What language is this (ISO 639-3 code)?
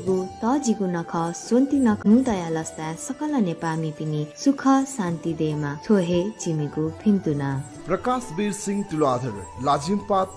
new